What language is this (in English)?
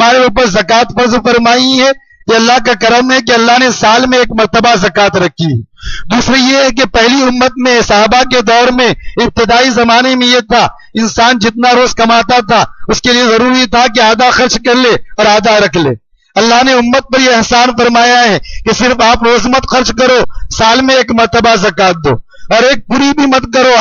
Urdu